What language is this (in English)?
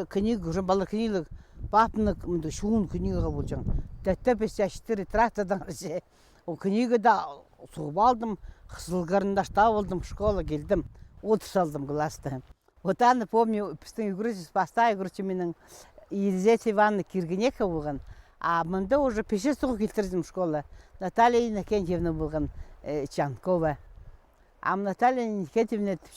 Khakas